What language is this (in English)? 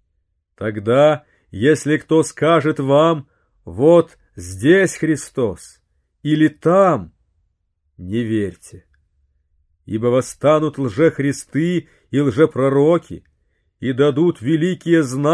Russian